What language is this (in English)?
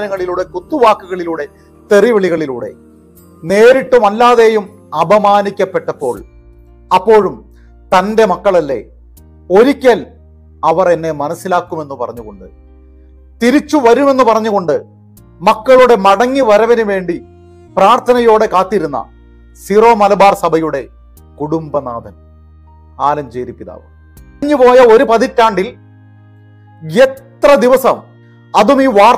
Malayalam